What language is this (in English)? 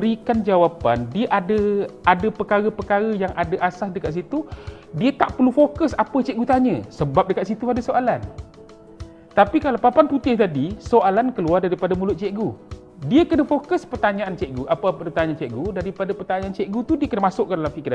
Malay